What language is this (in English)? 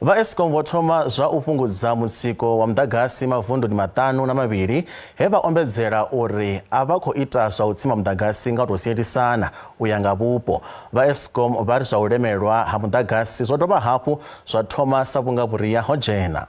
Venda